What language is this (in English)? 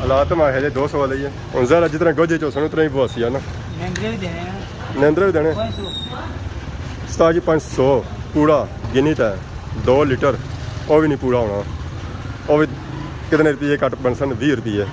Pahari-Potwari